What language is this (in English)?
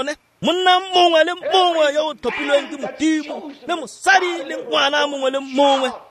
Tswana